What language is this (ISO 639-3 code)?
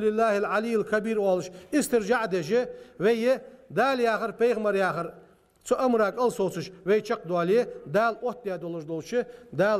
inh